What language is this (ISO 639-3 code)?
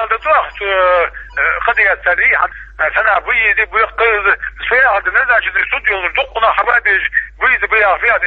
che